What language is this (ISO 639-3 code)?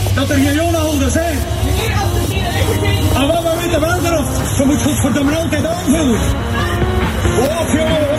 nld